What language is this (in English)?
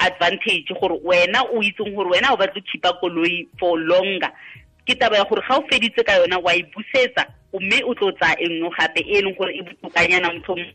Tswana